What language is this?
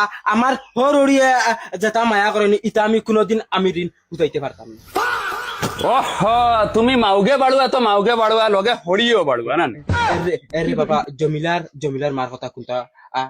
Sylheti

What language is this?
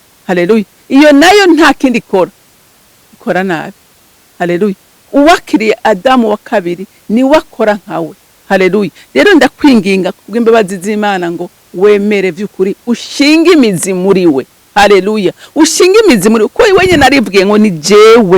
Rundi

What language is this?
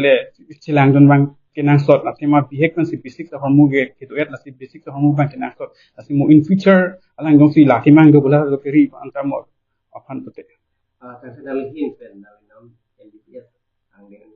Karbi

